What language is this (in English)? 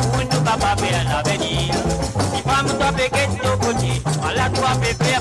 Morisyen